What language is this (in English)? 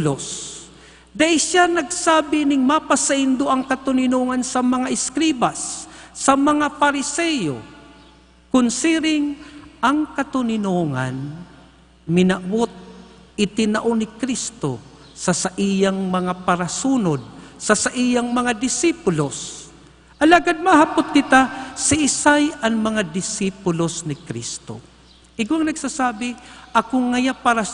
Bikol